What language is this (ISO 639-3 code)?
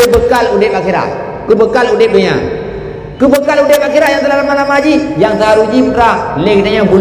ace